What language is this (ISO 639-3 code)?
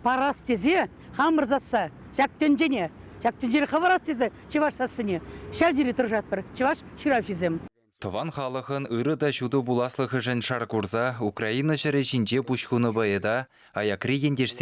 chv